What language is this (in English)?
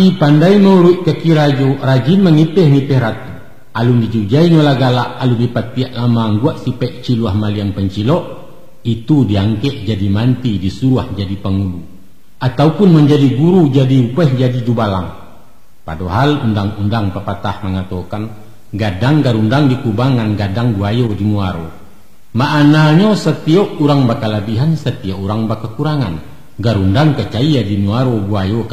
Minangkabau